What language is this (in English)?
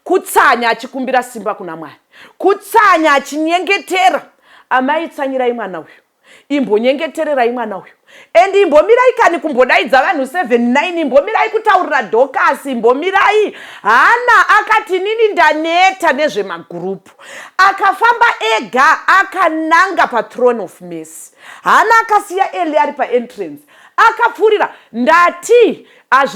Shona